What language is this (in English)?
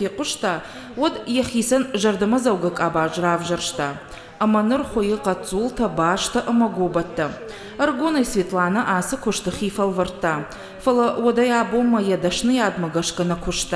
Ossetic